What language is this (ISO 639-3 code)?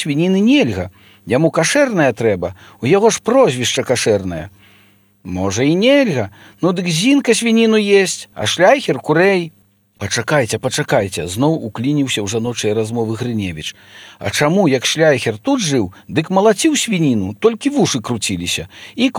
bel